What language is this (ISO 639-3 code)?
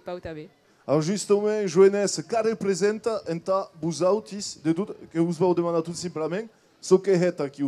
oci